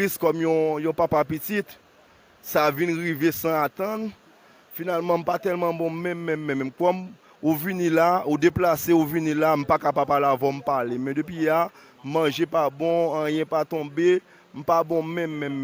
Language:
Haitian Creole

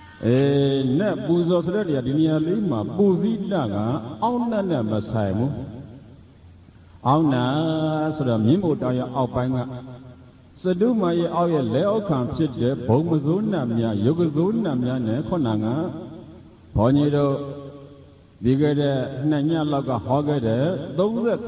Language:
Burmese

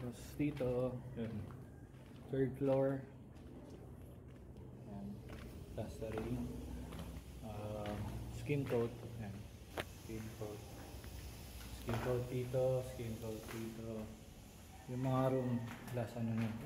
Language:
Filipino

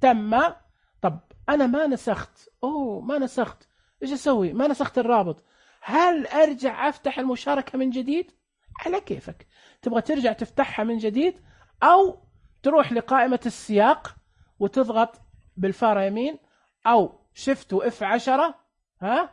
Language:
Najdi Arabic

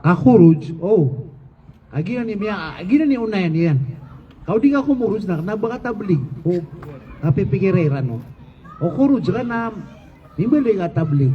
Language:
Maranao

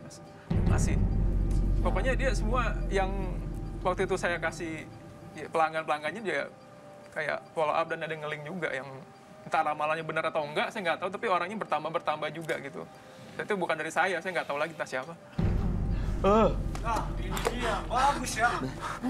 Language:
Indonesian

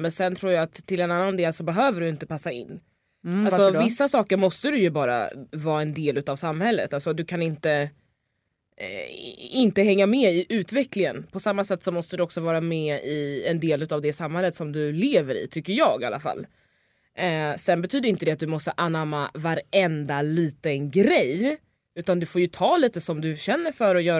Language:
Swedish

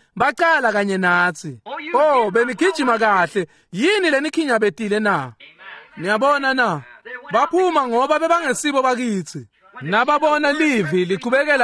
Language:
Swati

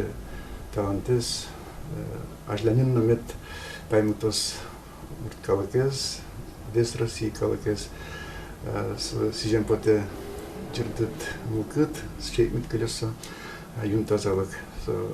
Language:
Udmurt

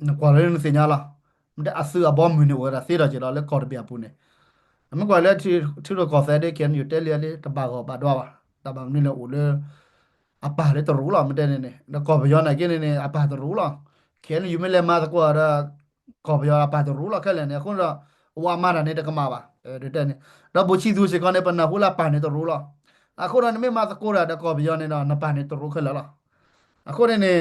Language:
S'gaw Karen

